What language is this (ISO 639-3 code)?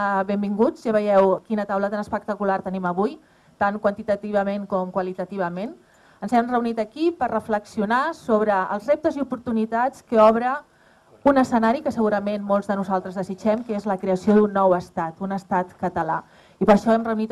cat